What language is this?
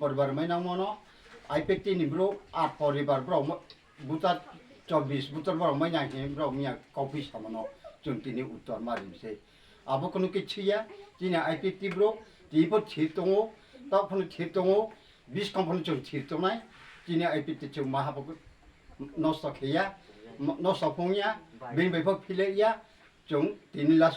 Riang (India)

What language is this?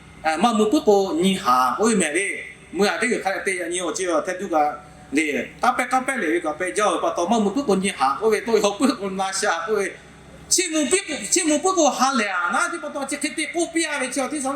Lahu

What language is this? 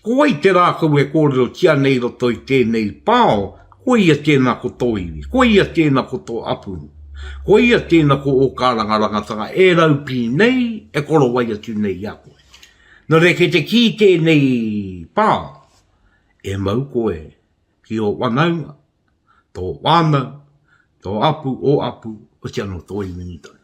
Māori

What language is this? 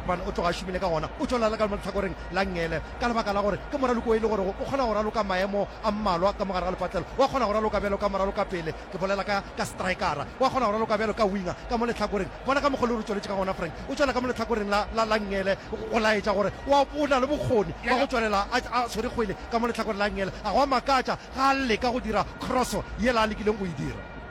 Northern Sotho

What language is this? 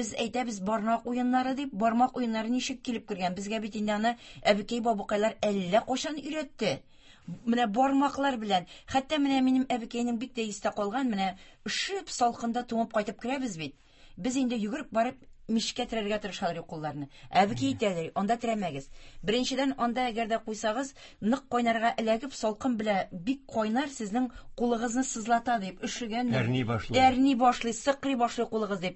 Tatar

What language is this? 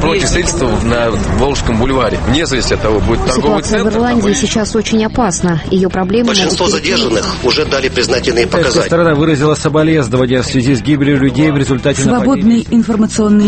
Russian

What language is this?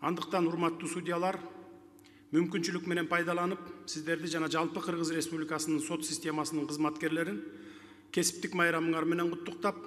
Kyrgyz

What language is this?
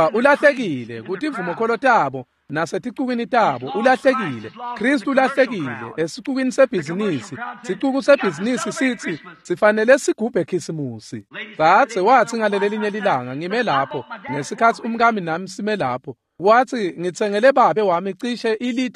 Swati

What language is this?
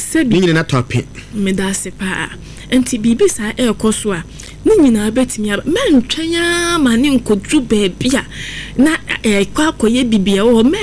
Akan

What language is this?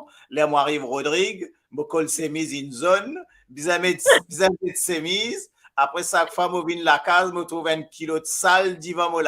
Morisyen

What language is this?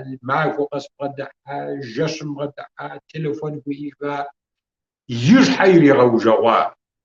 Kabardian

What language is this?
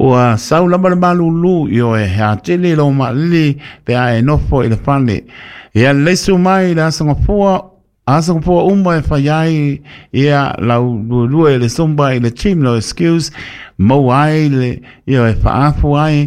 Samoan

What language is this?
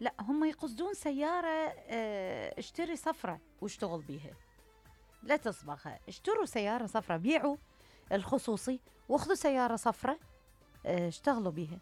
Mesopotamian Arabic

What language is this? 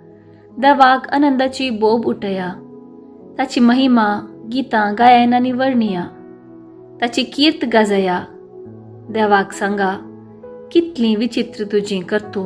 Konkani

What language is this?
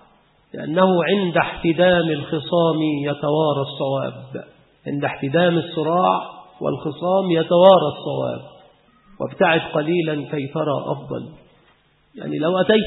Arabic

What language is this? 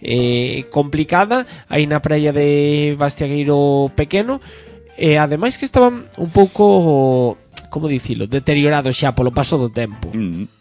Galician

